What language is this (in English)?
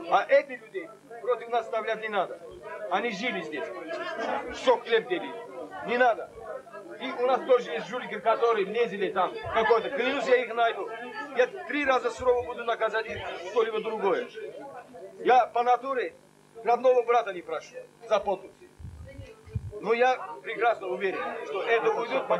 Russian